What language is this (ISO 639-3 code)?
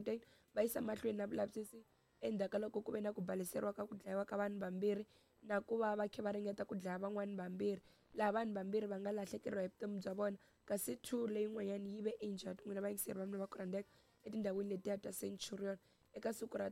tso